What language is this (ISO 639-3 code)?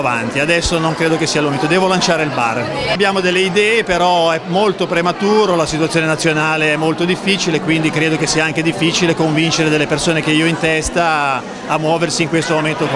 ita